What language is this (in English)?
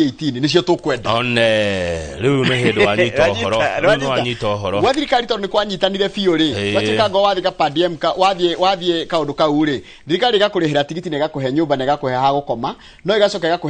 Kikuyu